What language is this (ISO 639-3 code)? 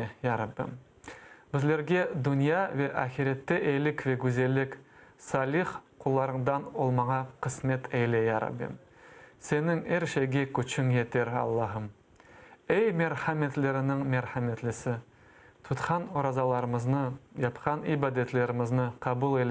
crh